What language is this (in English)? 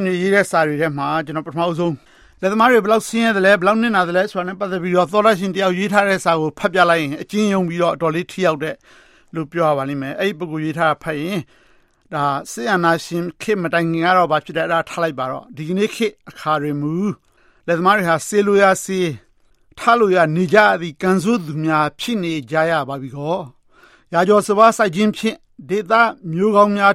Burmese